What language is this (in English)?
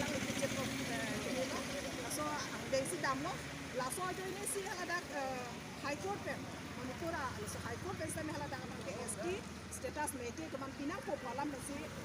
Karbi